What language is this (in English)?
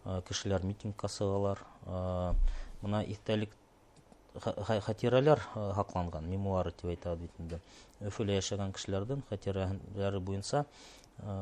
Bashkir